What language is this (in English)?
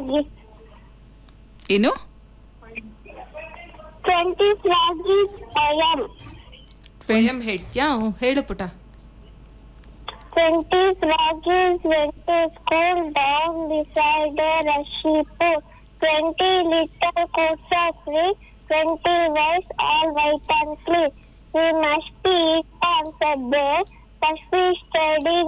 Kannada